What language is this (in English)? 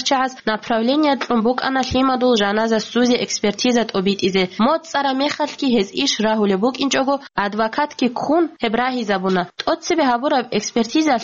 Avaric